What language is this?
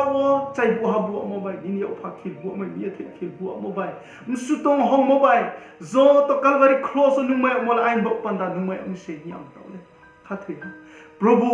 Riang (India)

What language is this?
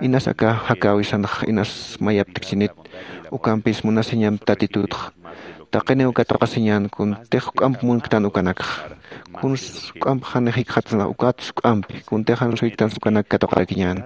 Aymara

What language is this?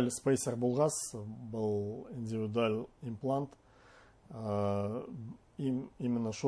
Bashkir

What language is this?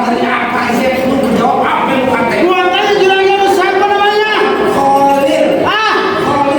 Betawi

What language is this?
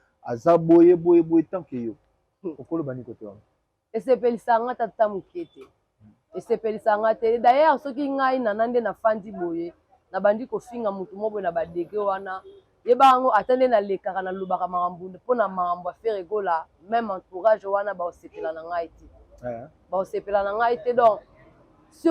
Lingala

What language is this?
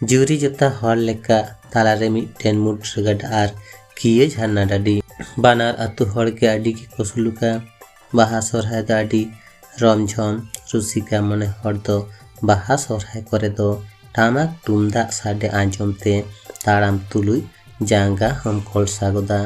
Santali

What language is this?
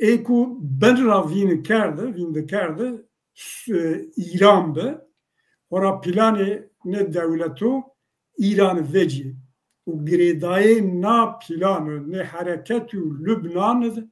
Zaza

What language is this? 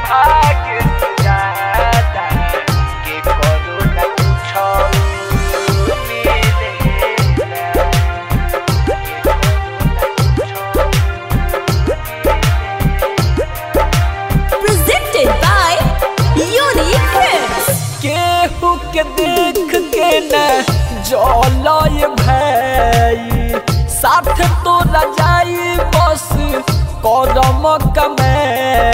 Bhojpuri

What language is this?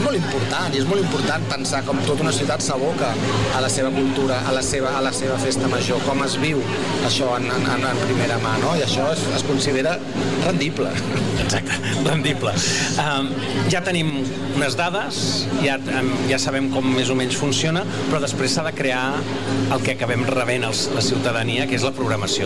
Catalan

